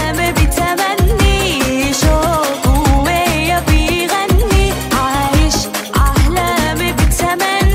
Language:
Turkish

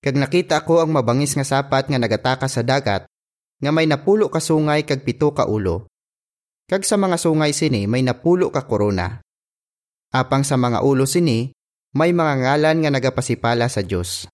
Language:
Hiligaynon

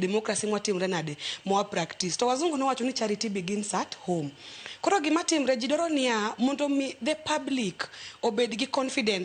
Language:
Luo (Kenya and Tanzania)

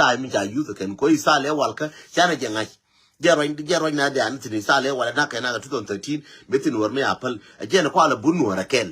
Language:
Nuer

